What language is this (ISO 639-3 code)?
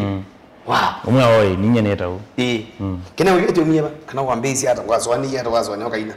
kam